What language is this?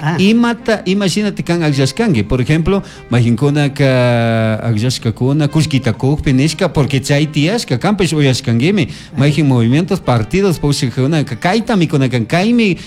Chimborazo Highland Quichua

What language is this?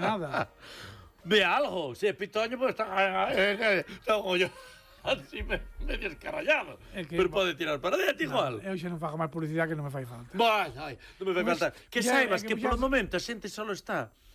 Galician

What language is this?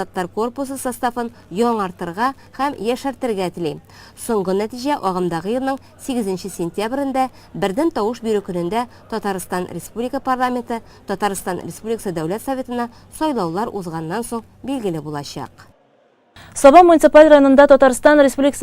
Tatar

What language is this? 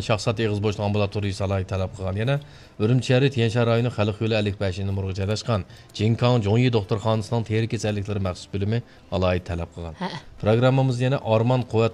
Uyghur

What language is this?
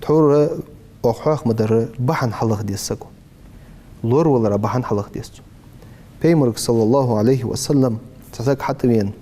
Ingush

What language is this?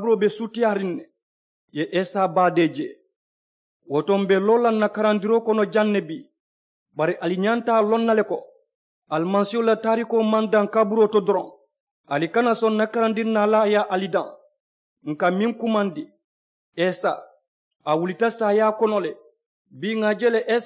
Mandingo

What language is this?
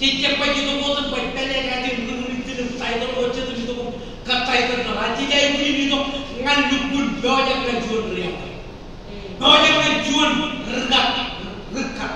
Marshallese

